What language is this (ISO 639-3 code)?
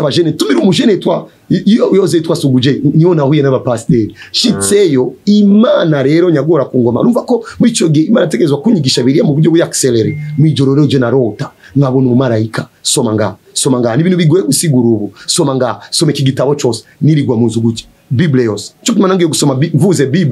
run